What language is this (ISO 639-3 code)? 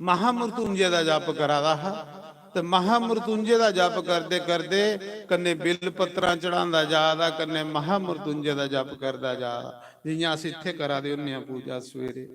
doi